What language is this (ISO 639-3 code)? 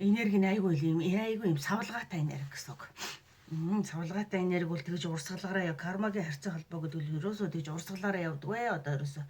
mon